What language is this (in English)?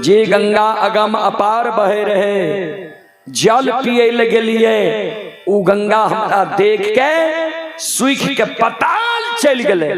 Maithili